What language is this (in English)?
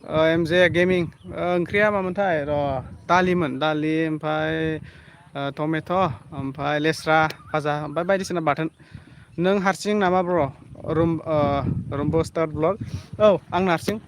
Bodo